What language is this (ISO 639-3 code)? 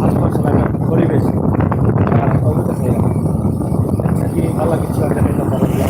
syl